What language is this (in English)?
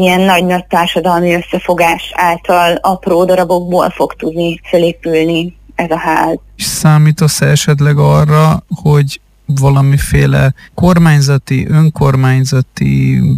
Hungarian